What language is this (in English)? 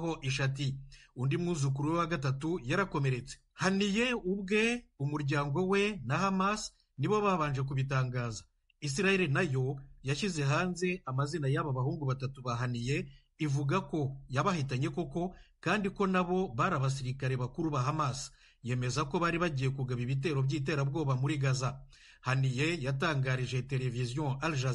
Kinyarwanda